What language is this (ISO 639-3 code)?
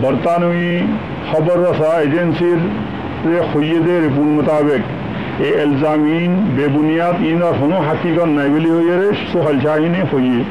rhg